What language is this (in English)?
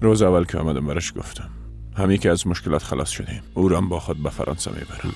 Persian